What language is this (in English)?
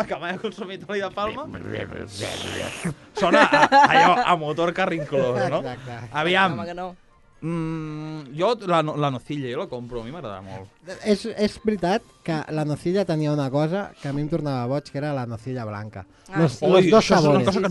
Catalan